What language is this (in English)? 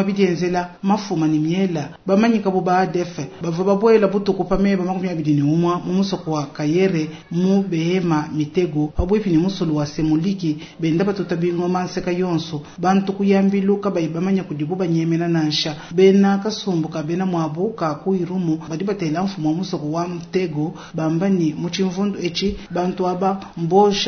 Luba-Lulua